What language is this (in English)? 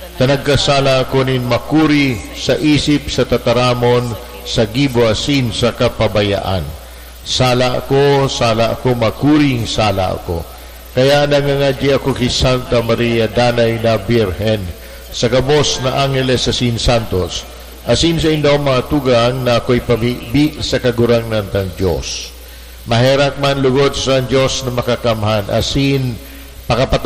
Bikol